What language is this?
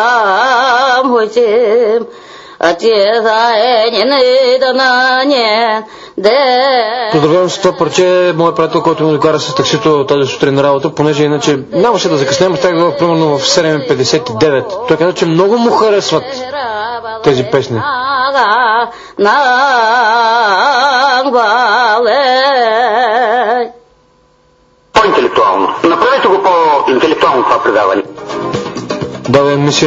Bulgarian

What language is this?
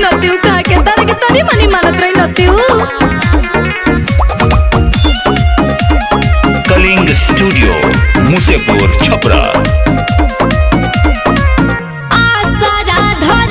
Bhojpuri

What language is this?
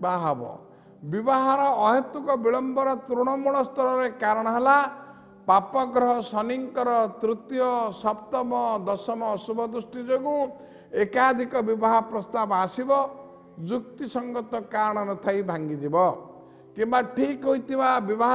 Odia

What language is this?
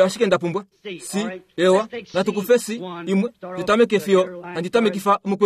Kuanyama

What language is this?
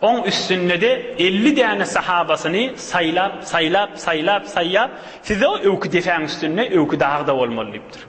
Turkmen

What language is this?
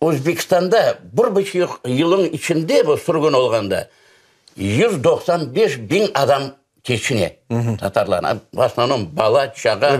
Crimean Tatar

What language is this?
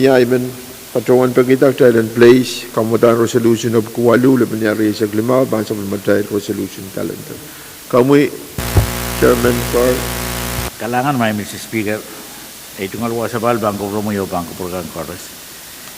Pohnpeian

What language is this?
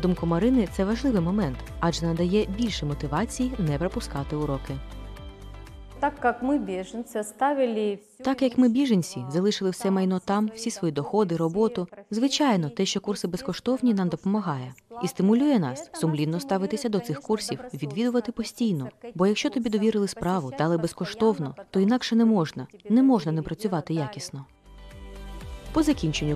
Ukrainian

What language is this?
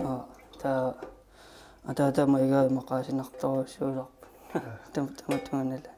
Kalaallisut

